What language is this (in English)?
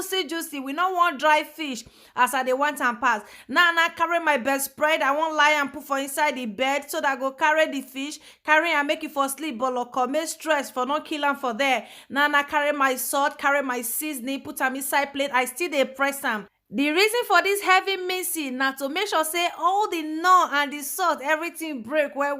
Nigerian Pidgin